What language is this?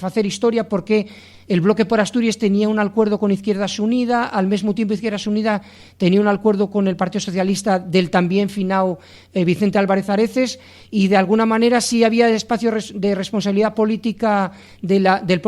Asturian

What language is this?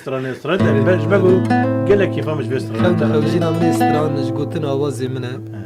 Kurdish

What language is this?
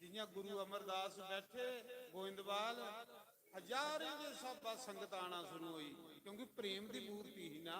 Dogri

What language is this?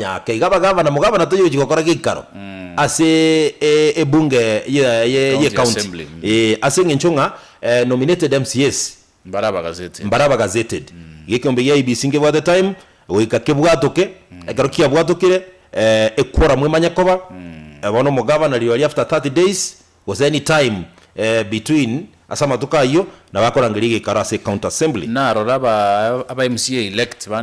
Gusii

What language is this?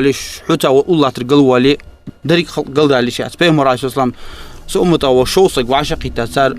Ingush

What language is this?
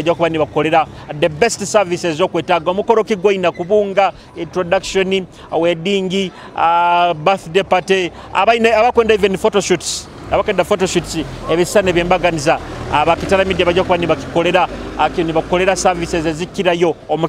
Nyoro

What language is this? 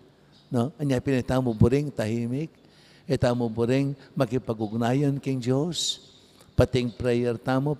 Pampanga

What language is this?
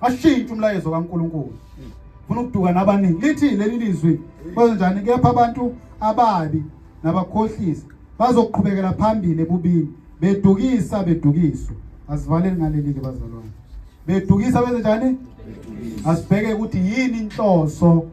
Zulu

